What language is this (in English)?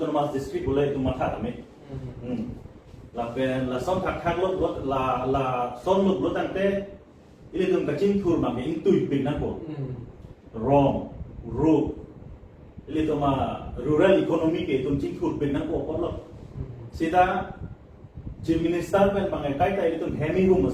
Karbi